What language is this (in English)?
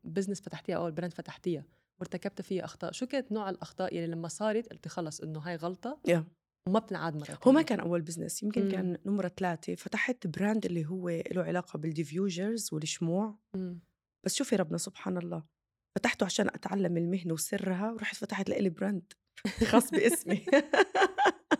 North Levantine Arabic